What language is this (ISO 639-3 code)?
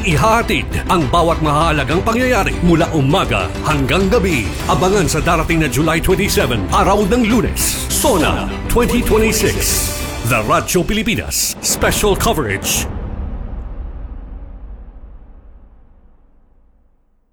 fil